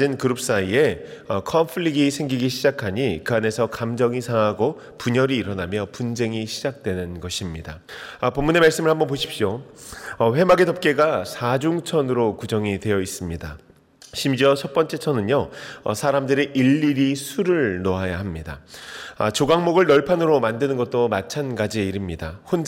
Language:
Korean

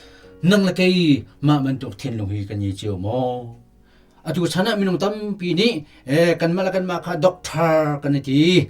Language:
Hakha Chin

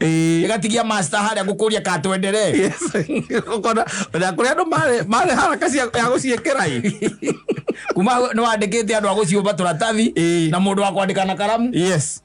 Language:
Kikuyu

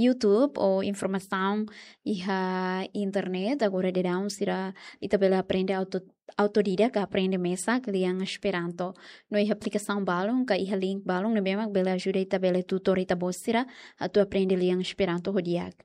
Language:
Tetum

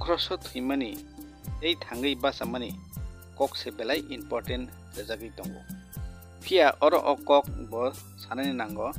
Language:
Kok Borok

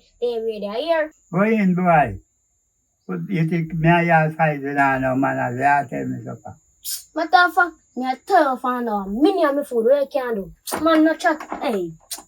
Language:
Jamaican Creole English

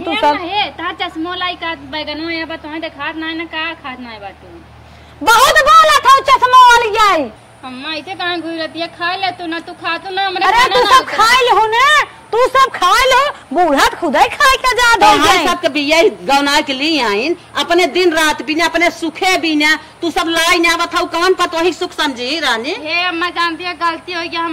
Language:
Awadhi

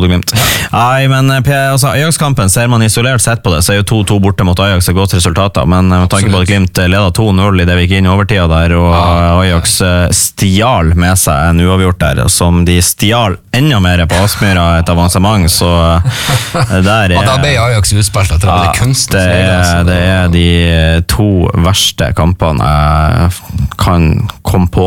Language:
Norwegian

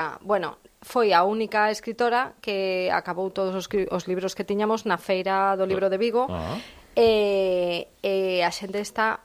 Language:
Galician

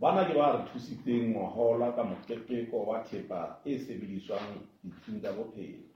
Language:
Southern Sotho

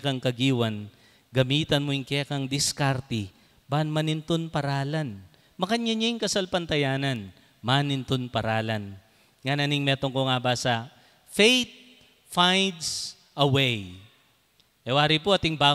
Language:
Pampanga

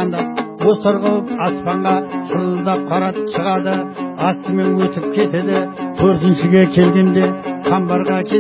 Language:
Kazakh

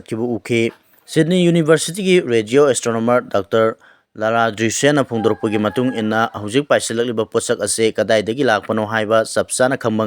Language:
Manipuri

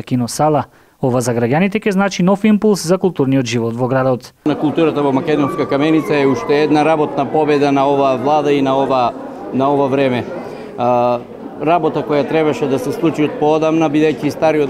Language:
Macedonian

